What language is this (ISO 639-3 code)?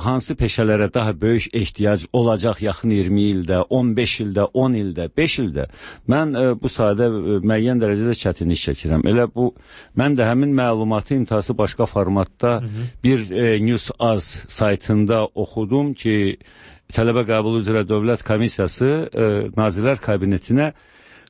aze